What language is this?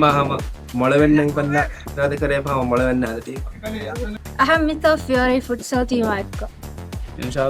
Divehi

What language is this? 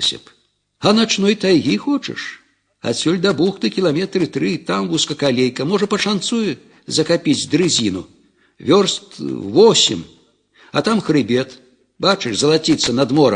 Belarusian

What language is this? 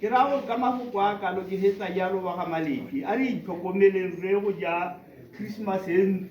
Tswana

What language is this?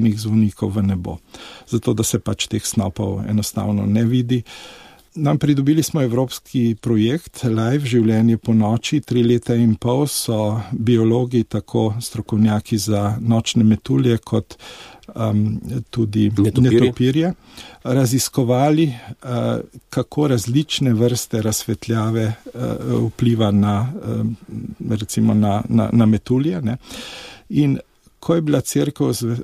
Slovenian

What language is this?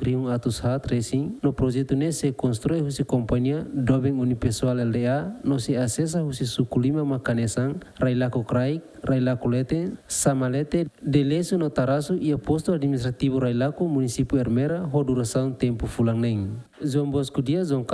Tetum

